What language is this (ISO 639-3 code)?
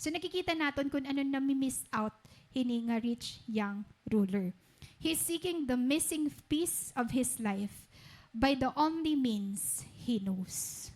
war